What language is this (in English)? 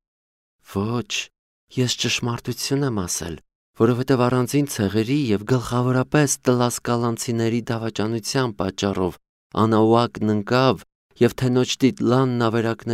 Armenian